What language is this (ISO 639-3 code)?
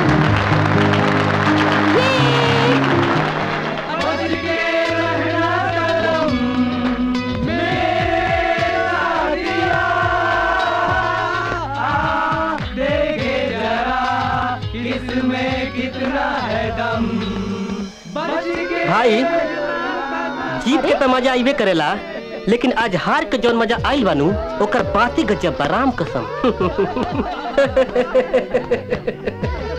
bho